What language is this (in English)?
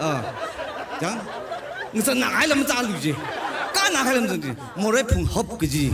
Tangkhul Naga (India)